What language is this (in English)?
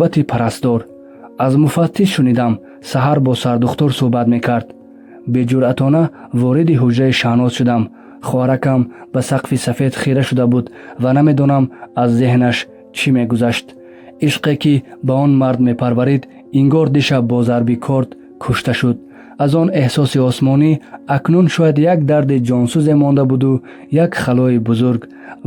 Tajik